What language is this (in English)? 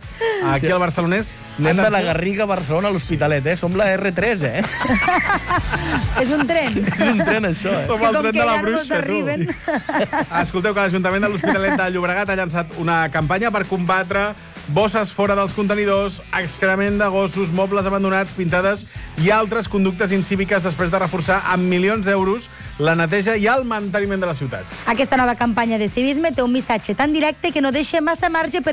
Catalan